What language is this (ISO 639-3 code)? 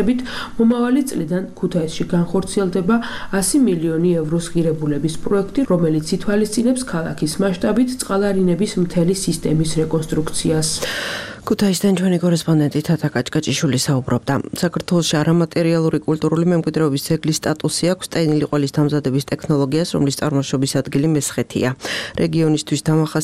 kat